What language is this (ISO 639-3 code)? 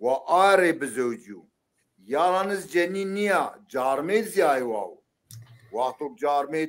zza